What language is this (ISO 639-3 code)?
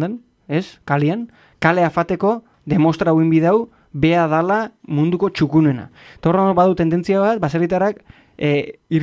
eus